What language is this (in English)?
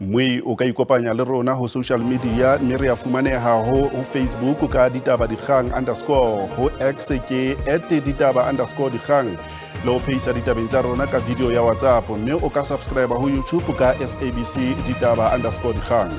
Southern Sotho